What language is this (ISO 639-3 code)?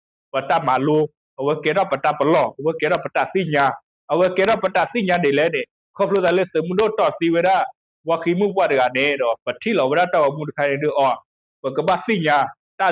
ksw